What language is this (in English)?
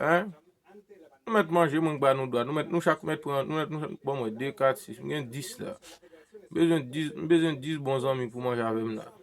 Haitian Creole